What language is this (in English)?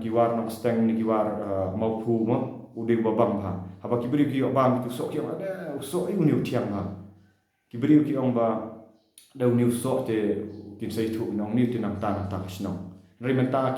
Khasi